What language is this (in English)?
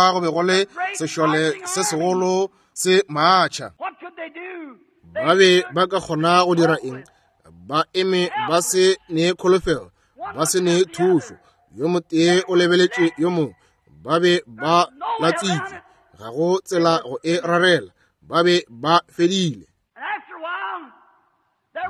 Northern Sotho